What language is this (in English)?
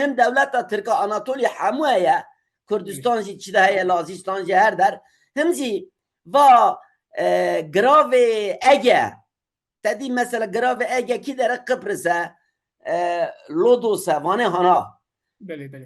Kurdish